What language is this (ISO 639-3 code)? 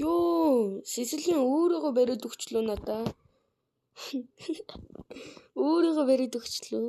mon